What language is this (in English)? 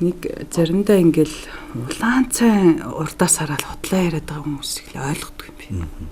Mongolian